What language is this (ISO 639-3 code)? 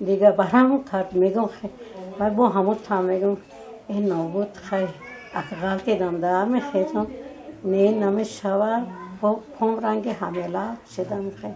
tgk